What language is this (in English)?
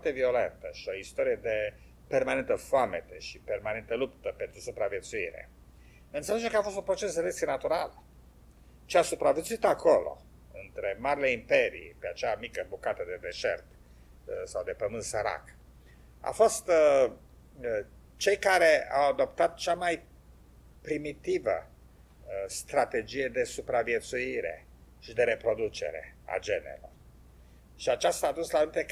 Romanian